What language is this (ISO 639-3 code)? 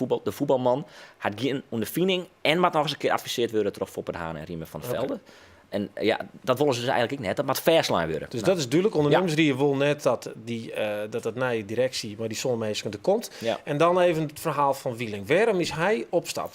fry